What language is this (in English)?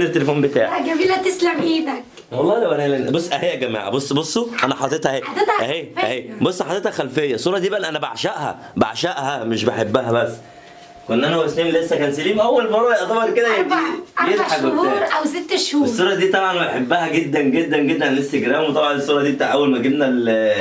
Egyptian Arabic